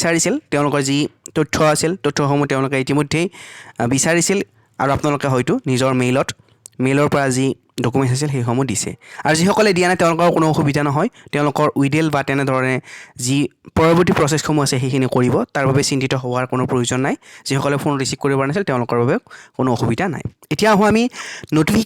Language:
Assamese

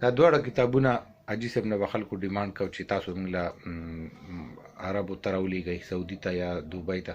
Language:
Pashto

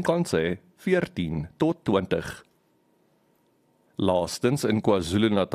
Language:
Afrikaans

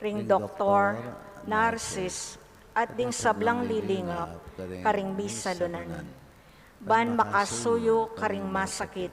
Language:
Pampanga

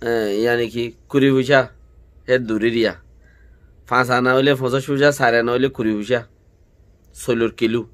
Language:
Rohingya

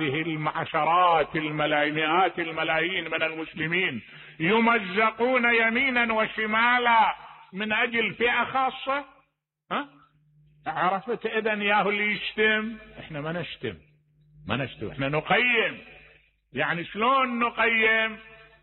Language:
Mesopotamian Arabic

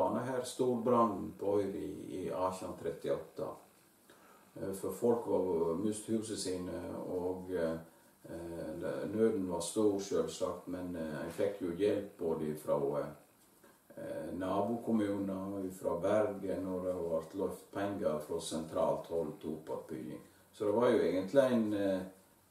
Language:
Norwegian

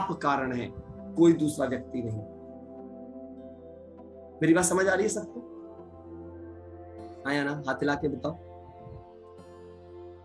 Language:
Hindi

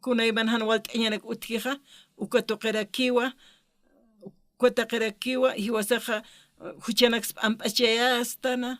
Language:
Aymara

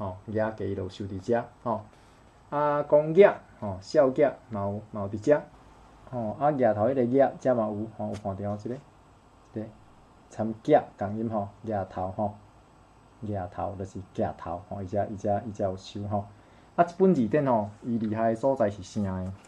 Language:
Min Nan Chinese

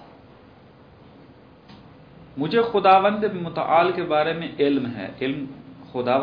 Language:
Urdu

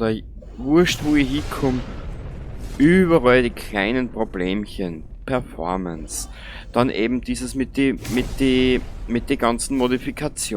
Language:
Bavarian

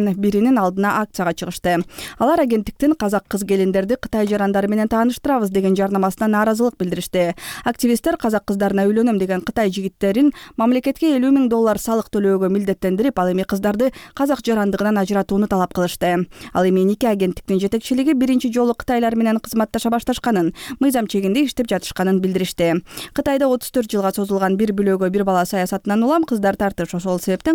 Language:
Kyrgyz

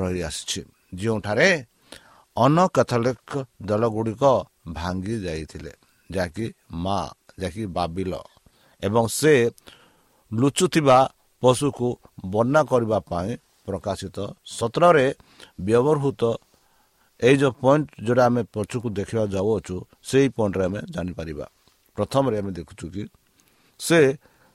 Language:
Odia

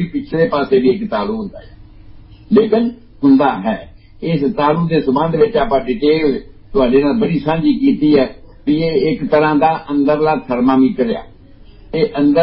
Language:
Punjabi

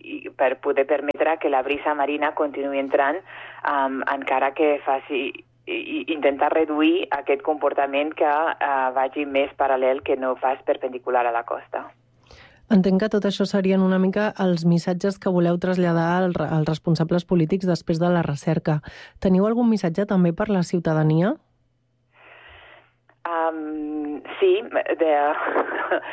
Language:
Catalan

